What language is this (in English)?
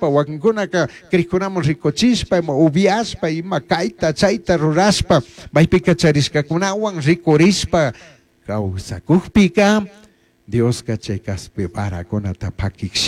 Chimborazo Highland Quichua